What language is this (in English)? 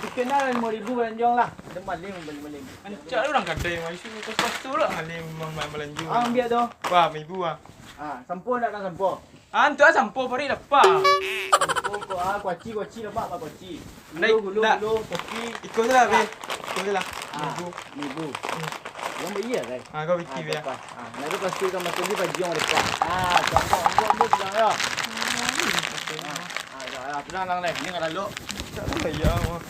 Minangkabau